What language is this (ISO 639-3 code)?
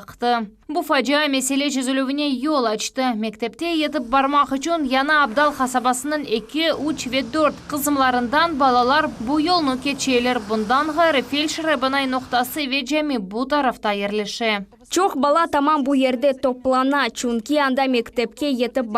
crh